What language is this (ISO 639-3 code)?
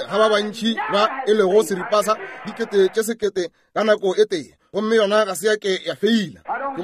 nso